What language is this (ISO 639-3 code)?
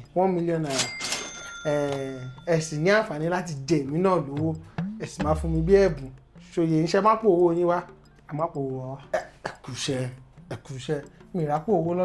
yor